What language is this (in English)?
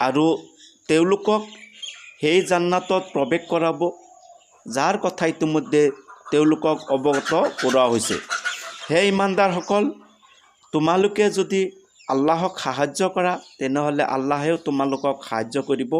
Assamese